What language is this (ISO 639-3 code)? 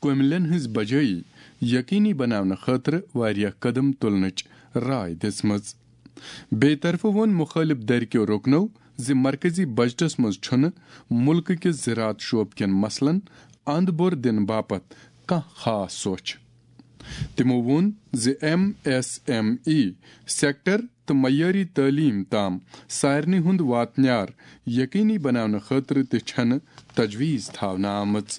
kas